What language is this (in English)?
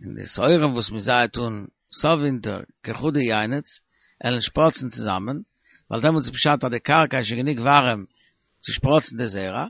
Yiddish